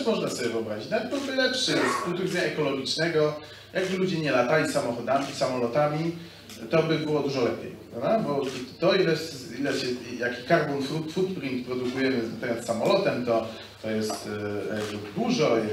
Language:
Polish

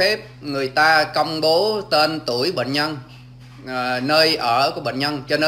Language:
Vietnamese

